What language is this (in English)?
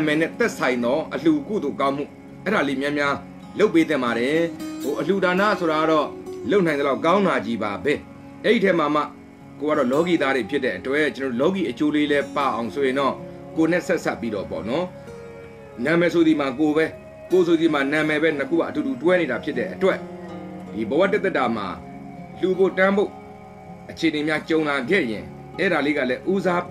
Burmese